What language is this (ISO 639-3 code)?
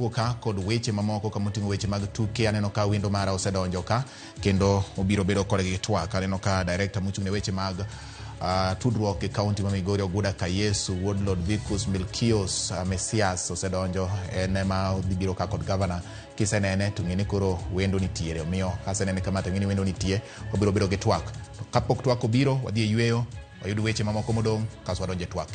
luo